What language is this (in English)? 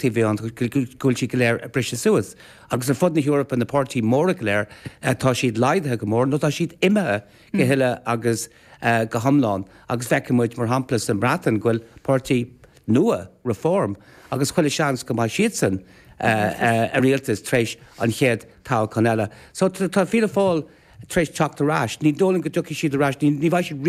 Irish